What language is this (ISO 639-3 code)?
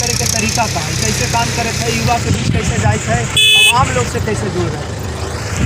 mag